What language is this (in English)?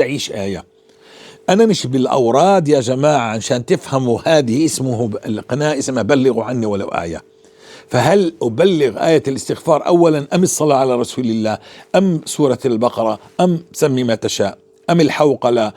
North Levantine Arabic